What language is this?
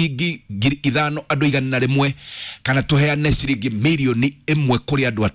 Kikuyu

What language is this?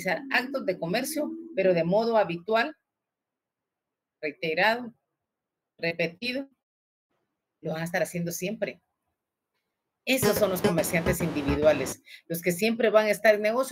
Spanish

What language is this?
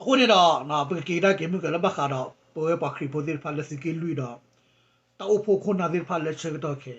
S'gaw Karen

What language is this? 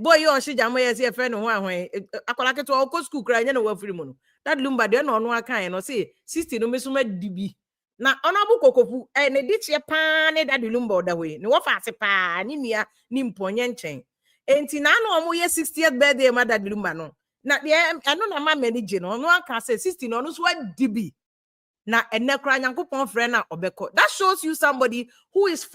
Akan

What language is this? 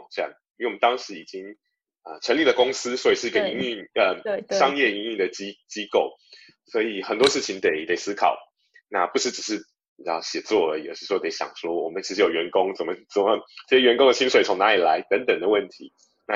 Chinese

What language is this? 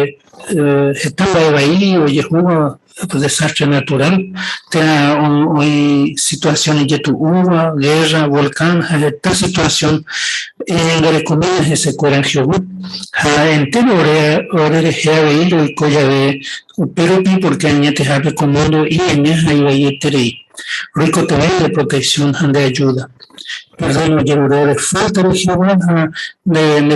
Guarani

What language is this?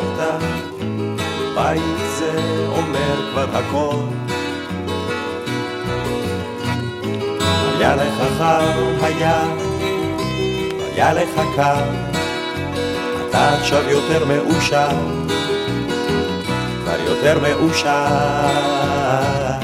Hebrew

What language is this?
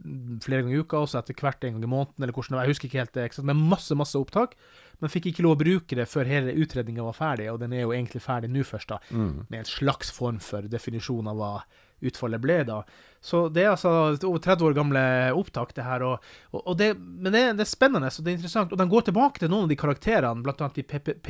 Norwegian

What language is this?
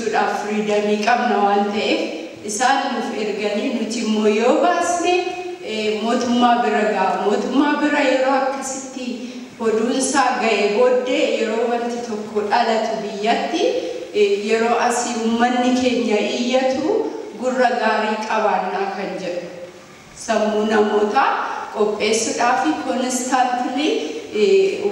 Oromo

